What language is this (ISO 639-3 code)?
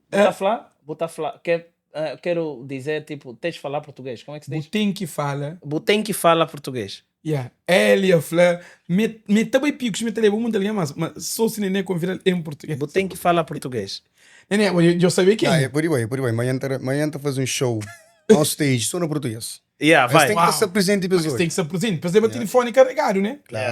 kea